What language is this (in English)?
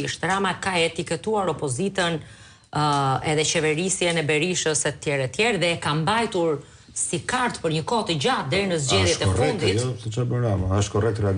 Albanian